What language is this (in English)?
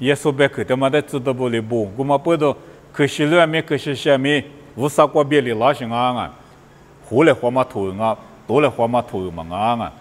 Lisu